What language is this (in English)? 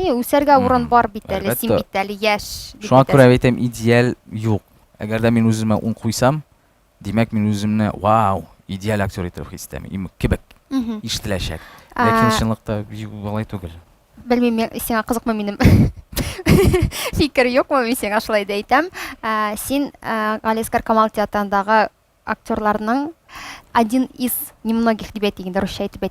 Tatar